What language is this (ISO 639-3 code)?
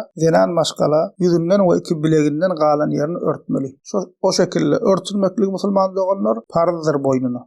tuk